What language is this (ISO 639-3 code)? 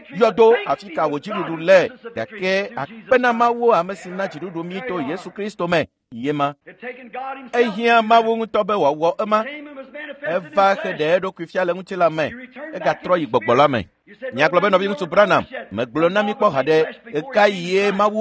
ewe